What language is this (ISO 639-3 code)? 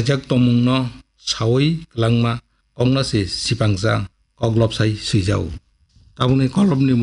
trp